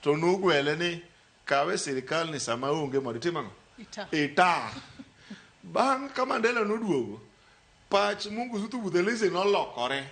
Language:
Luo (Kenya and Tanzania)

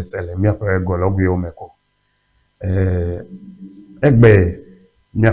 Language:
Ewe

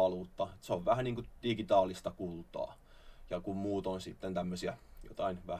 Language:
Finnish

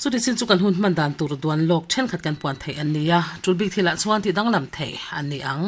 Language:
Mizo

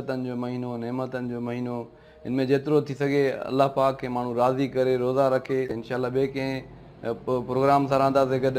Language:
Sindhi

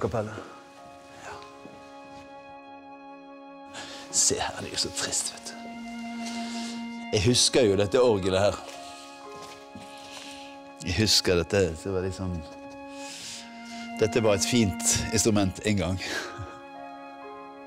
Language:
Norwegian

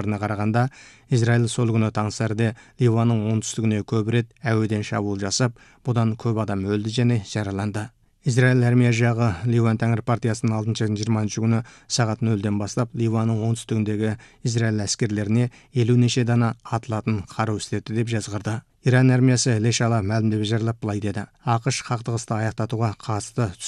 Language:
Kazakh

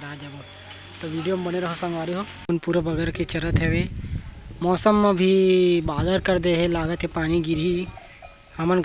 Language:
Chhattisgarhi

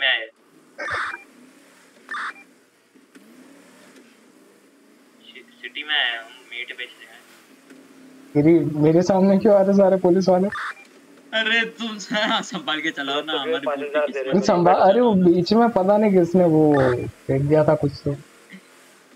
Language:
Hindi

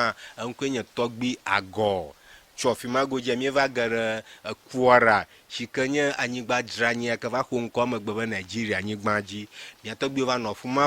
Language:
Ewe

